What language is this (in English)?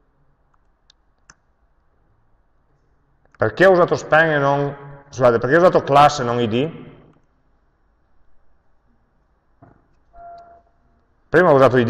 Italian